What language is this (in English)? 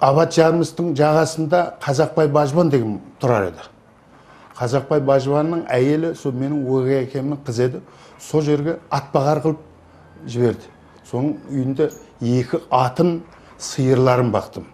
Kara-Kalpak